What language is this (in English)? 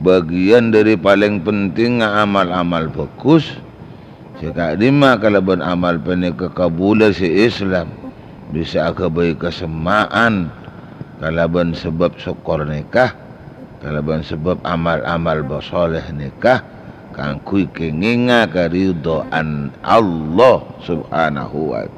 Madurese